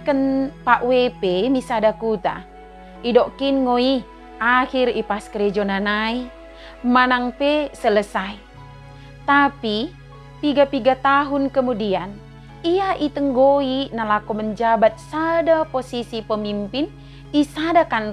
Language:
Batak Dairi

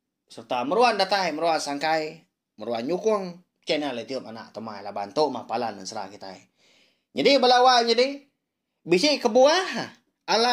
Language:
Iban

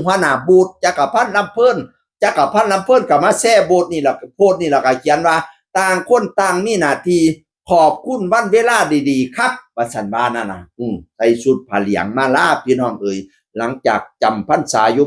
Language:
Northeastern Thai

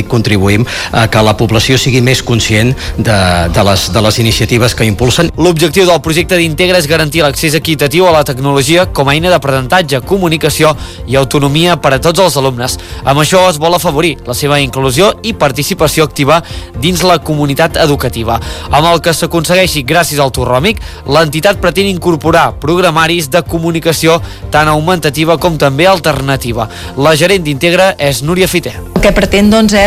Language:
Catalan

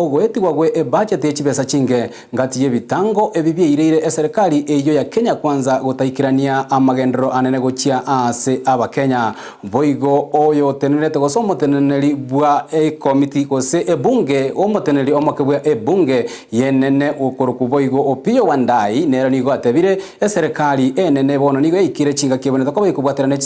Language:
Gusii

